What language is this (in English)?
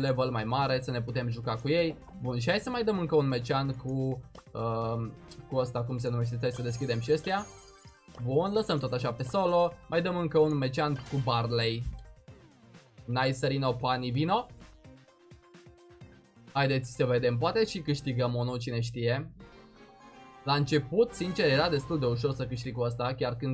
Romanian